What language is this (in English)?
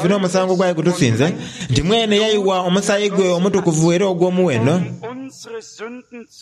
Soga